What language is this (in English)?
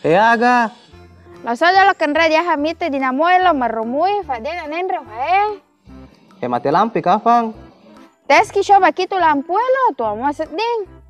Buginese